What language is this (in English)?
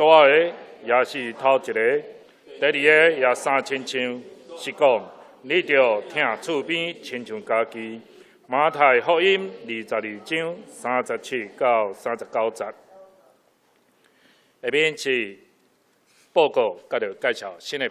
Min Nan Chinese